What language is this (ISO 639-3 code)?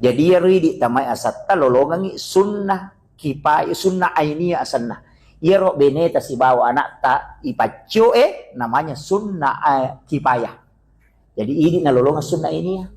bug